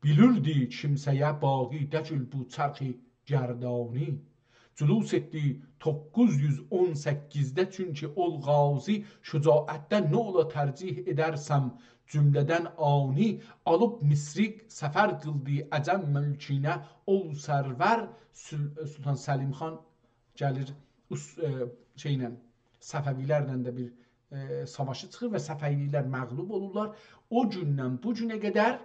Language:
South Azerbaijani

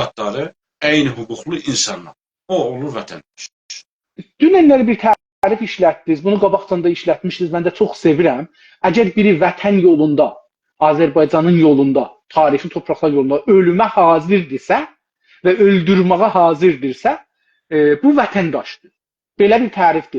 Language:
South Azerbaijani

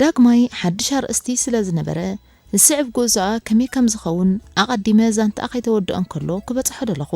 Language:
Tigrinya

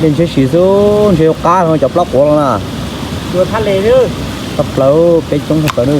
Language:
Hmong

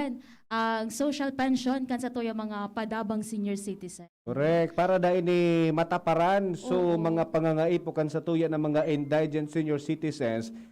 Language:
Bikol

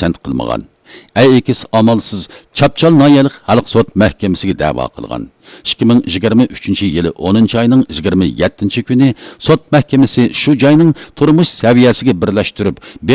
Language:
Uyghur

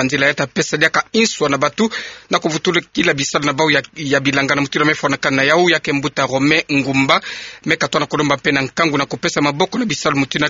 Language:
Kituba (Democratic Republic of Congo)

